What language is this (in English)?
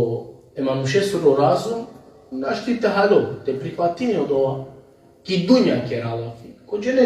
Balkan Romani